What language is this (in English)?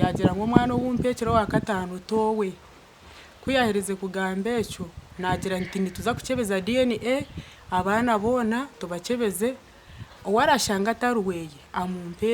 Nyankole